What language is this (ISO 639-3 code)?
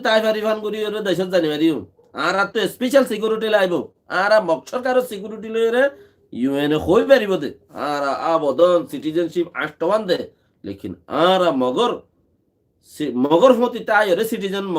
rhg